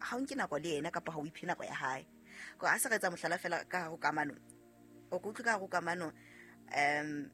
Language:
Southern Sotho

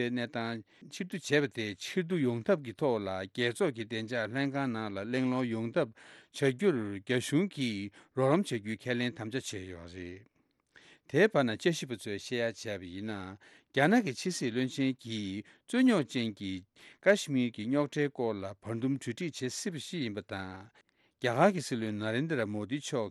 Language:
Tibetan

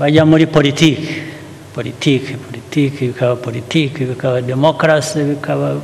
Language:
Kinyarwanda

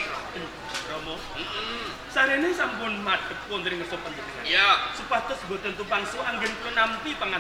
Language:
Javanese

